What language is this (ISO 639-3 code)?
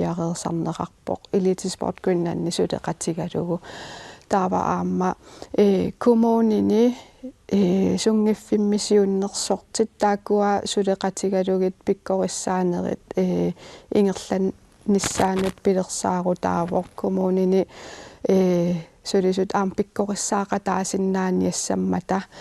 kal